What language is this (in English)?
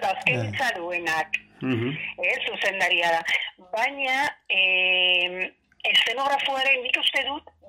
Basque